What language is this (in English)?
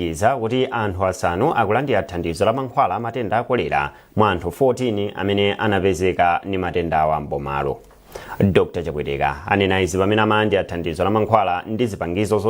Nyanja